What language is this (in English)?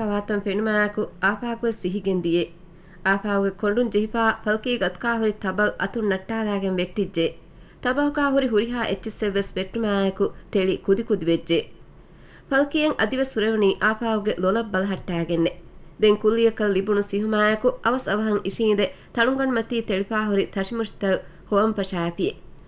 Divehi